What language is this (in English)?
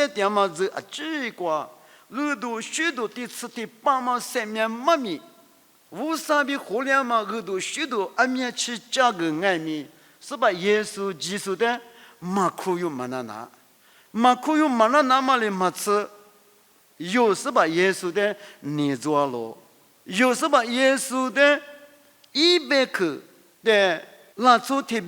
Lisu